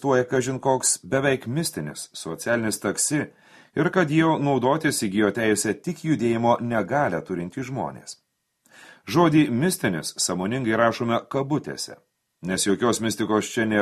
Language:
Lithuanian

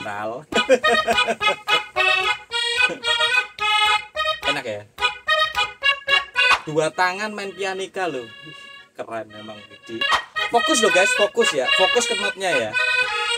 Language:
Indonesian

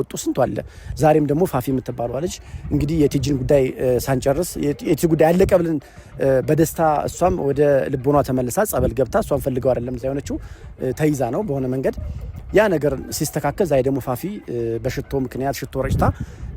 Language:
Amharic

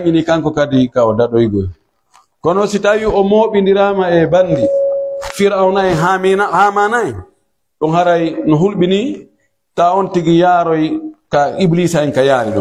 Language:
Pular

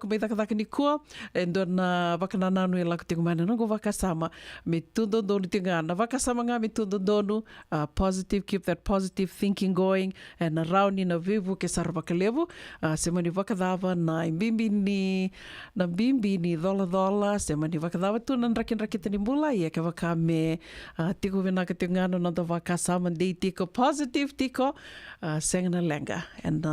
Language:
Fijian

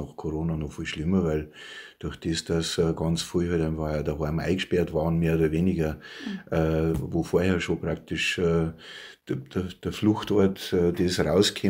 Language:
Bavarian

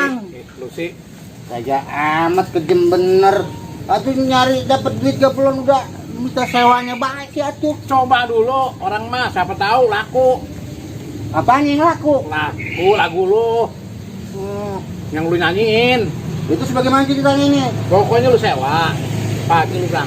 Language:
Betawi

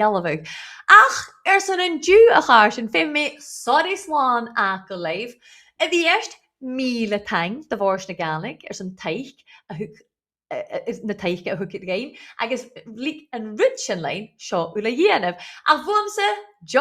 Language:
Scottish Gaelic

